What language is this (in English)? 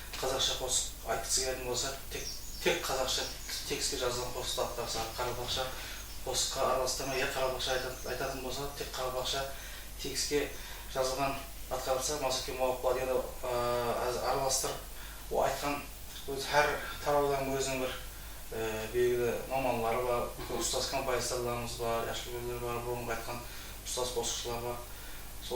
Kara-Kalpak